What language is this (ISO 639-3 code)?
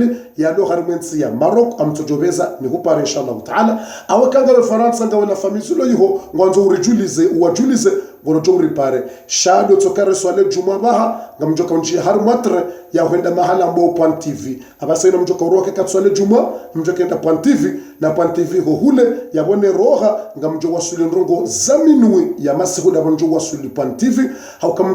zdj